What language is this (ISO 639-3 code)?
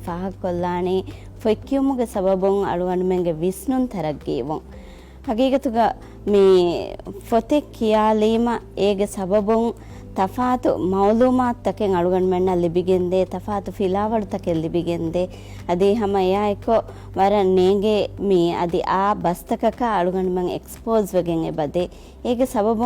div